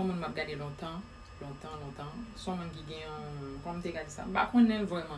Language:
Haitian Creole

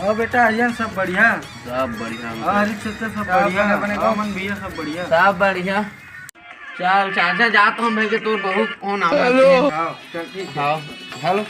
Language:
Chhattisgarhi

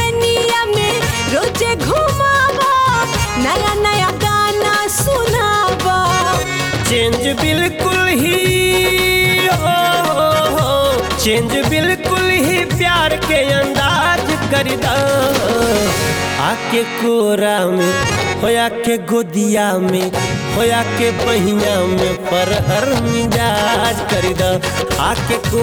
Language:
Bhojpuri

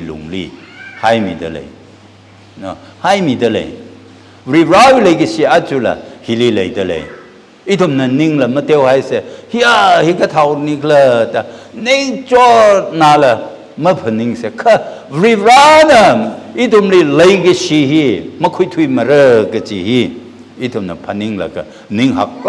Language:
Tangkhul Naga (India)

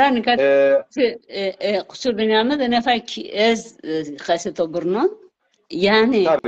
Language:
Zaza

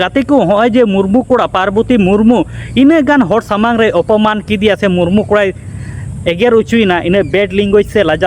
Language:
Santali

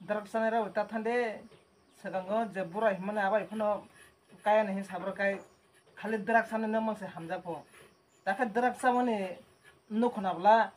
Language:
Kok Borok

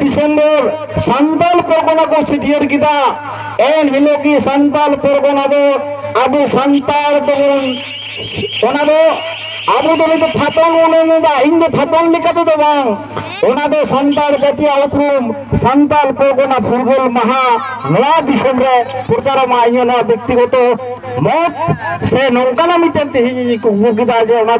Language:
Santali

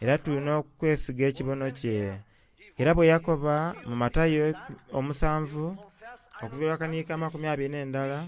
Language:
Soga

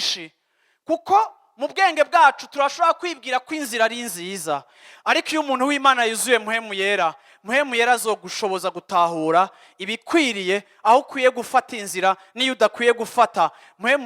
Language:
Rundi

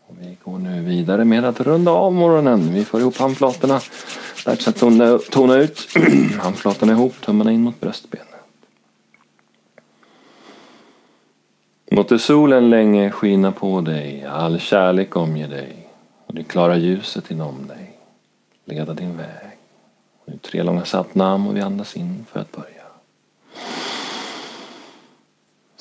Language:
Swedish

